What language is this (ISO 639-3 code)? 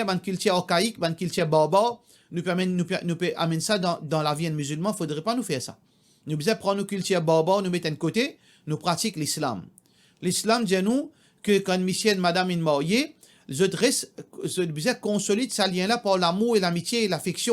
mfe